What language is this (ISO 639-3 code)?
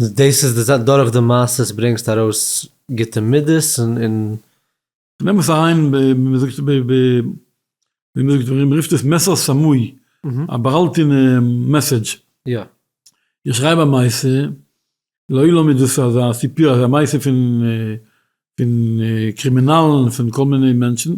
yid